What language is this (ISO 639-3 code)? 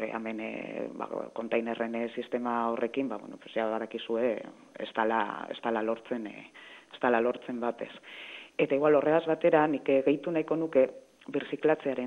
eus